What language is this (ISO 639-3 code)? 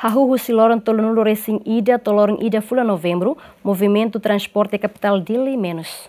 tet